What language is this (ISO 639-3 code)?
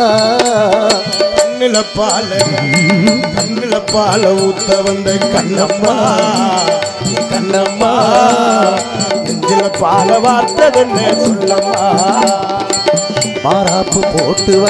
tam